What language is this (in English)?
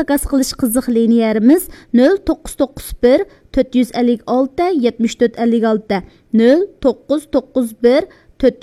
Uyghur